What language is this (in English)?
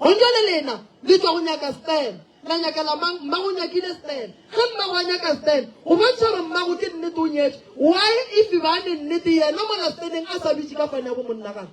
Northern Sotho